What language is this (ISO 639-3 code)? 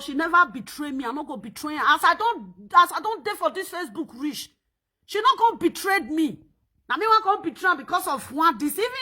pcm